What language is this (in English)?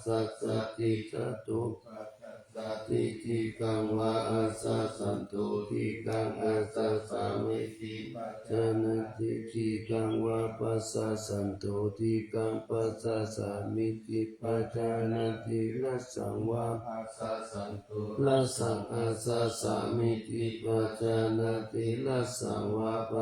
Pali